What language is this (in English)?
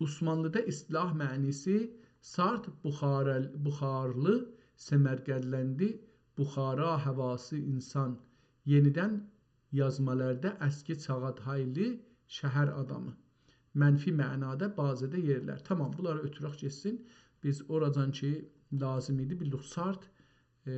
South Azerbaijani